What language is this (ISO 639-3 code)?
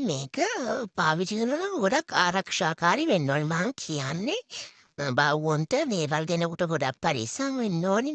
sin